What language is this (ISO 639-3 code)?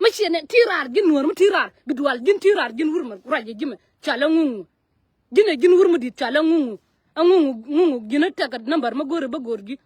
nus